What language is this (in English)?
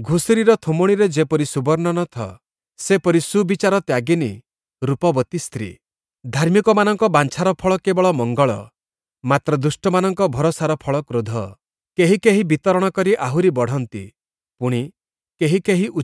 Odia